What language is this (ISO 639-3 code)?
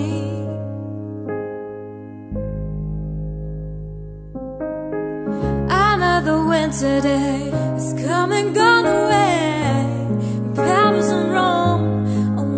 eng